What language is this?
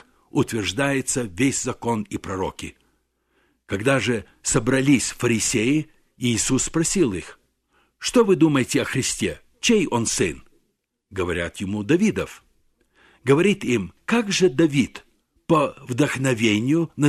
Russian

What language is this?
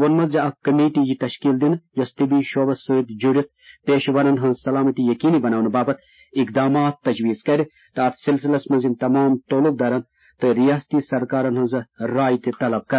Kashmiri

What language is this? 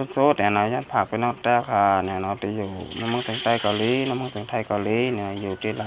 Shan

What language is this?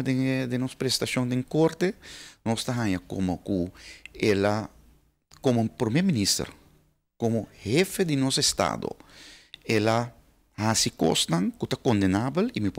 Papiamento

